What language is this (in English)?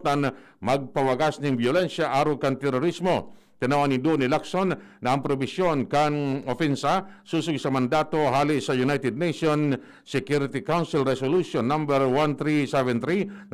Bikol